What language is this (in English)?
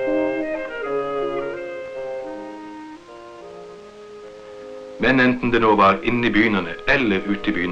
Norwegian